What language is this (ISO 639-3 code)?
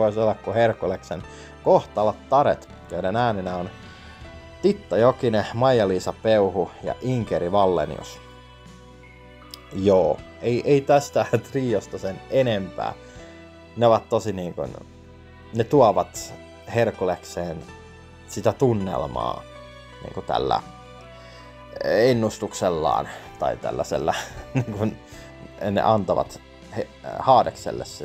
fin